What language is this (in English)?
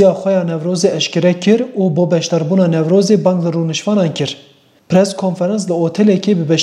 Kurdish